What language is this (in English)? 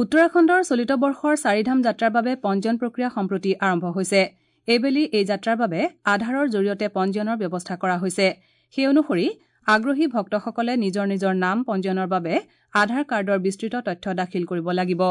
Assamese